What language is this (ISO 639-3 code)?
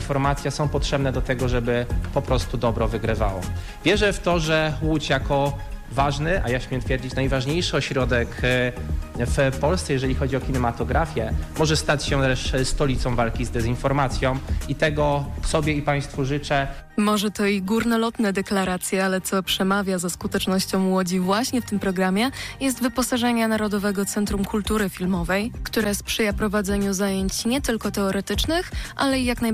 pol